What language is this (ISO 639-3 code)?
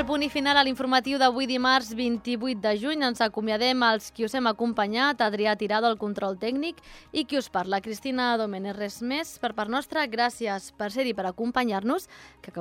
cat